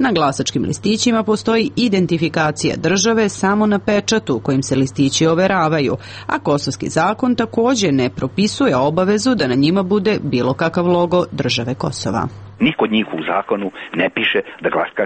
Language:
Serbian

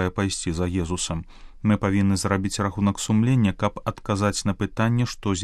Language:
Belarusian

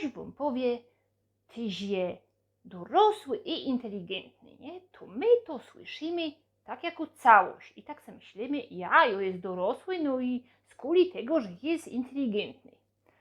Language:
Silesian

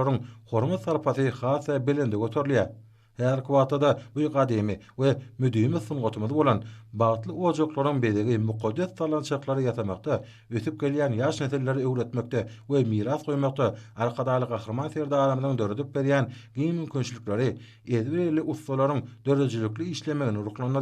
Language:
Turkmen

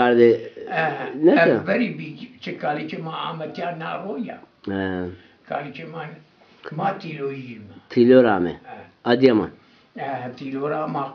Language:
Zaza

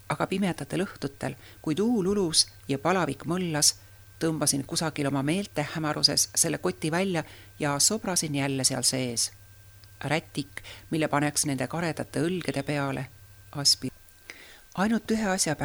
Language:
Estonian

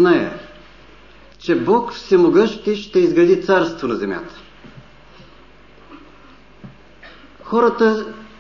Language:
Bulgarian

